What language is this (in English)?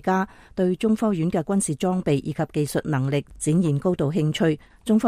Cantonese